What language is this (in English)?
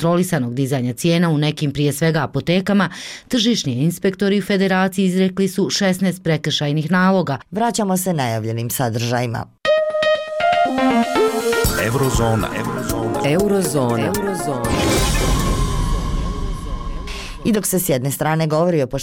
Bosnian